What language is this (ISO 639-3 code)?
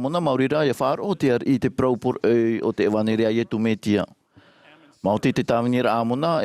tah